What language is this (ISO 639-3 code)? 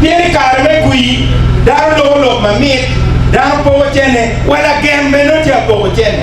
ach